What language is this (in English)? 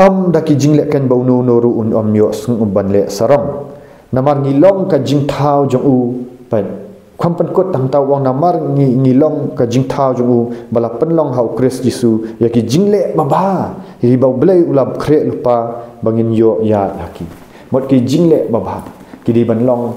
Khasi